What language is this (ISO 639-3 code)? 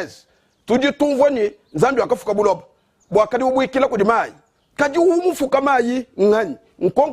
lua